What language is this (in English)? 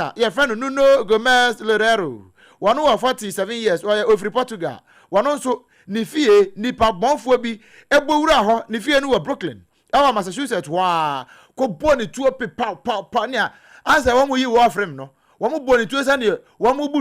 Akan